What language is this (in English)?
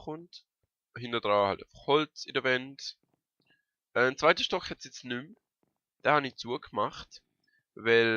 Swiss German